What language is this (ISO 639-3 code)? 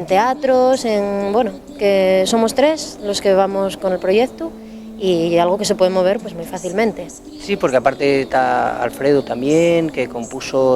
ast